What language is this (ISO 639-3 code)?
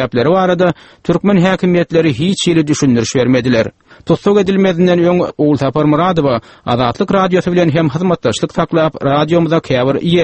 tuk